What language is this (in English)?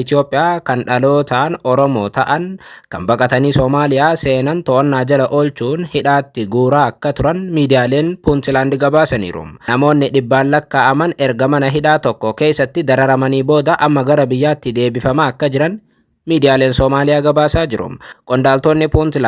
Oromo